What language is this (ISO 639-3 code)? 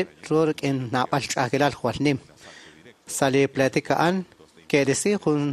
kek